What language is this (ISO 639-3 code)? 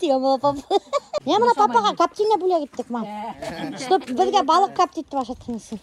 bak